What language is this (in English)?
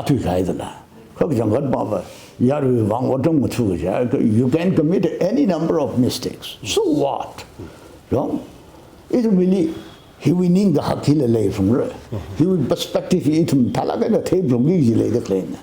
Tangkhul Naga (India)